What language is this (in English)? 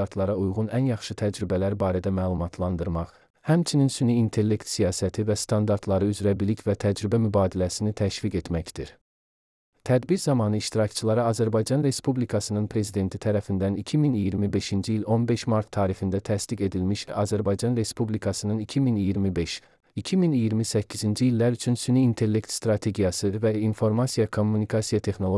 Azerbaijani